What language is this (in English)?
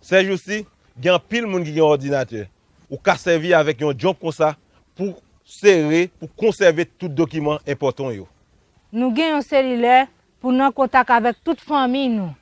Haitian Creole